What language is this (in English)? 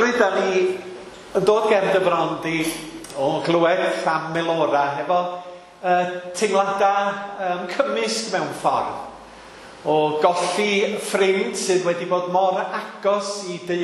Welsh